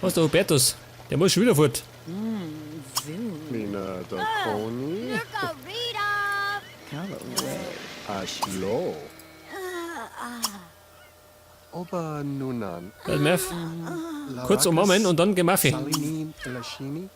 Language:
Bavarian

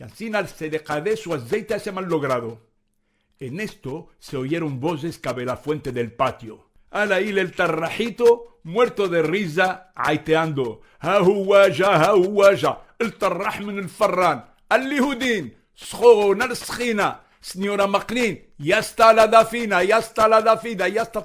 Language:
Ladino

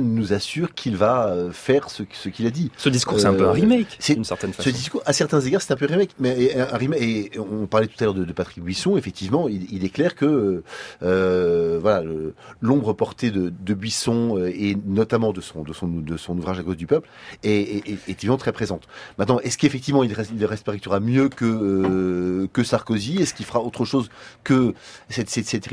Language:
French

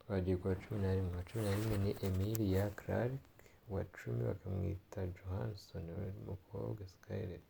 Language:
Kinyarwanda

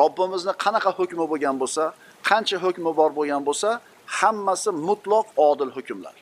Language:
Uzbek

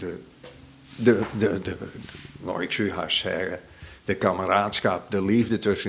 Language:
Western Frisian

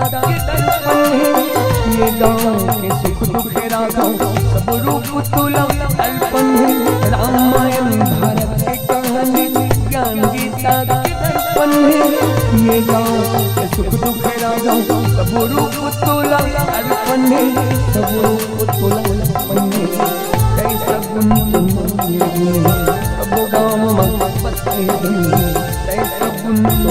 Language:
Chhattisgarhi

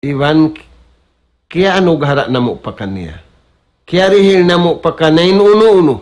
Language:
Tausug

